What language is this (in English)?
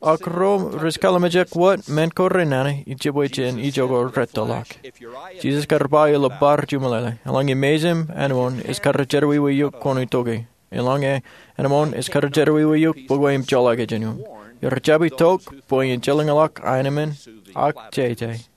Marshallese